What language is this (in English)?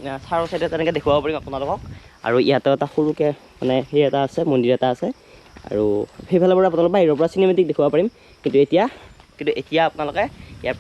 Assamese